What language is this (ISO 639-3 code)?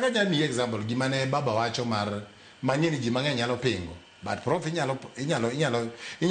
luo